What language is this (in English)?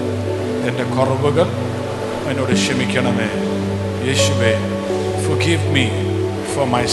Malayalam